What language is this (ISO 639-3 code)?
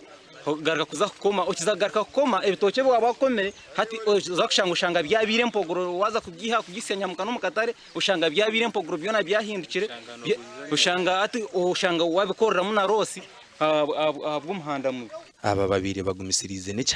nyn